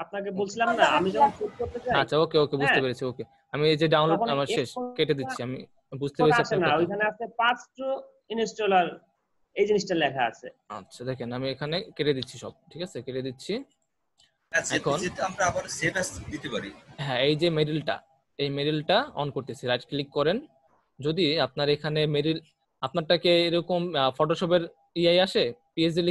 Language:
Bangla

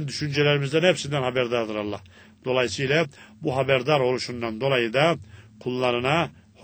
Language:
Turkish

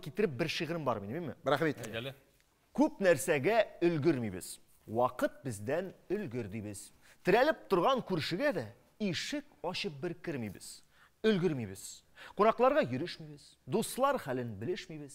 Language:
Tatar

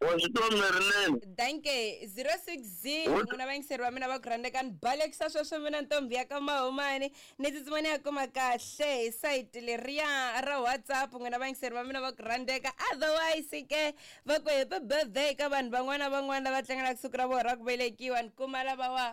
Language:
Tsonga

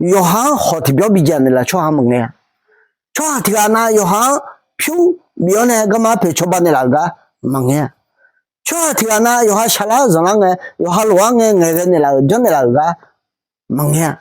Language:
Akha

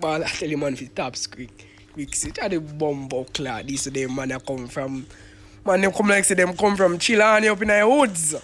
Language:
Jamaican Creole English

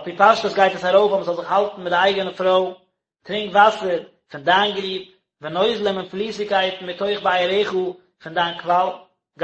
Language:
Yiddish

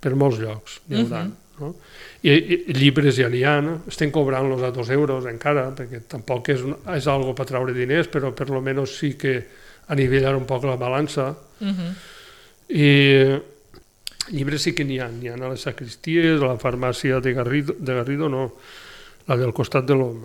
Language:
Catalan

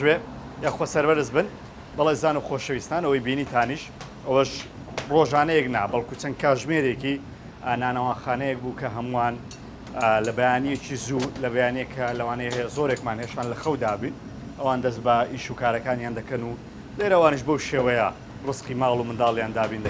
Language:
Central Kurdish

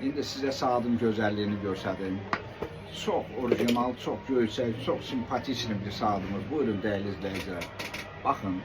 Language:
Azerbaijani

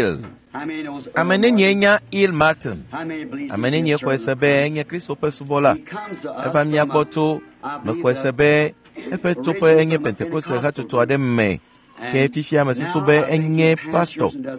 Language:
Ewe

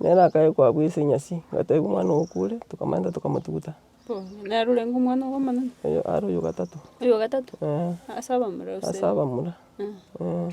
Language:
Gusii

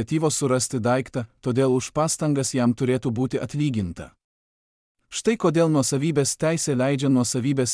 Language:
Lithuanian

